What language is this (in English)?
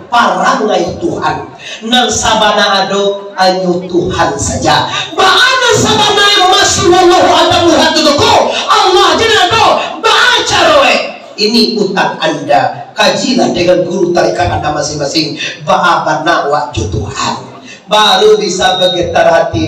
Minangkabau